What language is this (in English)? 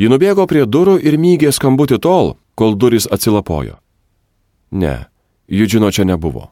Lithuanian